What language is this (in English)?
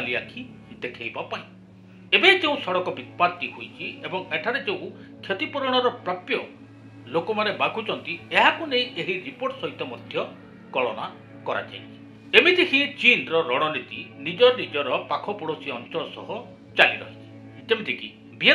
Odia